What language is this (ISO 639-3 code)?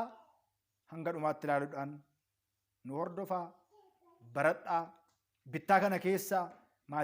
orm